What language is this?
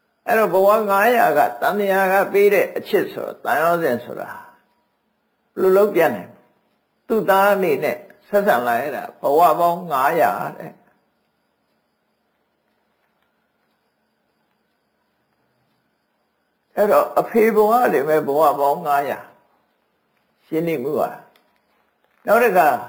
Burmese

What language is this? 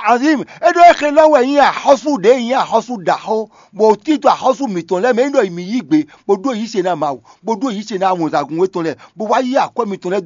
Fon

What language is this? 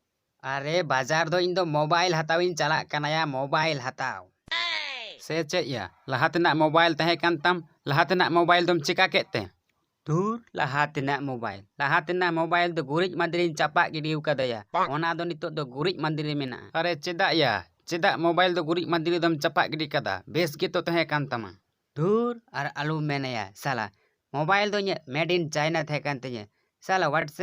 Santali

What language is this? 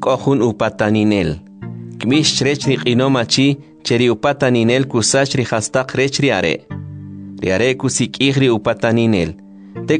Kʼicheʼ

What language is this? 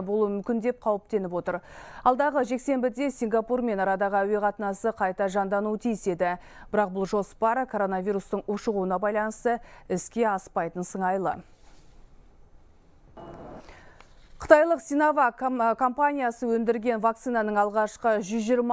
Kazakh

